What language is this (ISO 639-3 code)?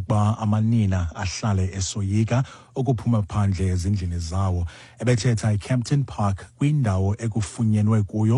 xho